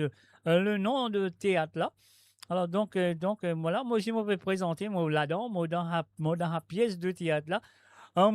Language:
Morisyen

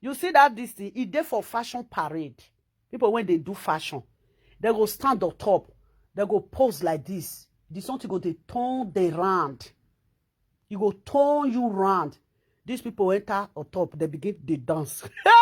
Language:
Nigerian Pidgin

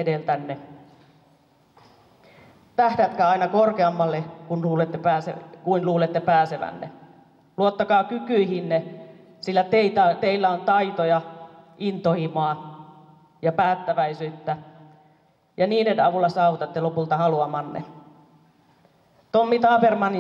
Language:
Finnish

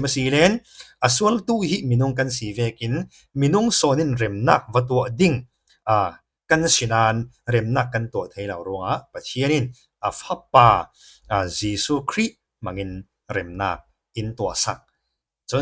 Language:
Falam Chin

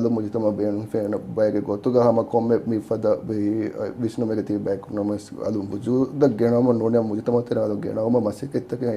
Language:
Divehi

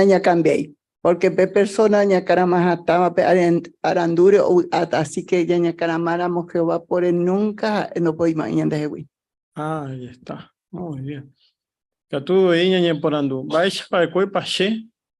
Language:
Guarani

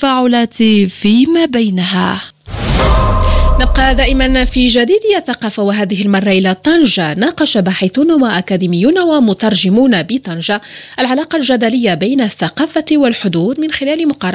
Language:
Arabic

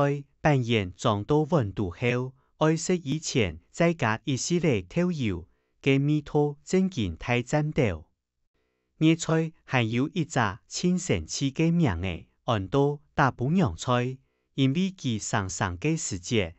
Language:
Hakka Chinese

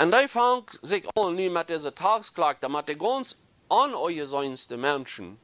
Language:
Plautdietsch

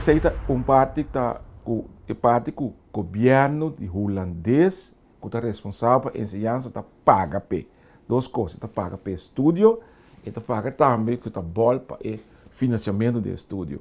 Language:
Papiamento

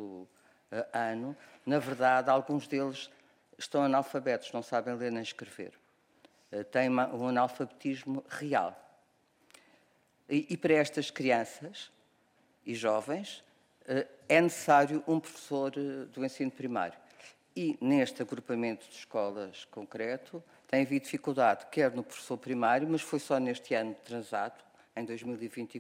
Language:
Portuguese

